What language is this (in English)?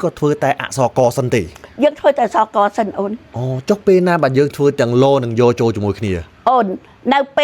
Khmer